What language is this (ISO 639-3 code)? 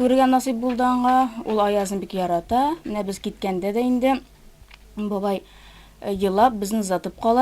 tat